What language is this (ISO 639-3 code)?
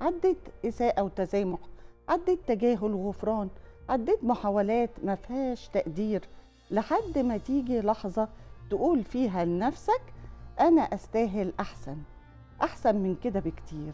arz